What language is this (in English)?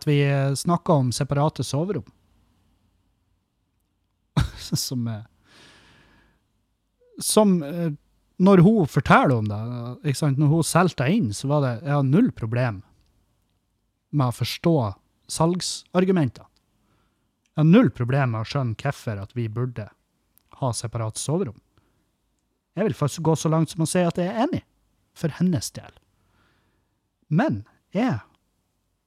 Norwegian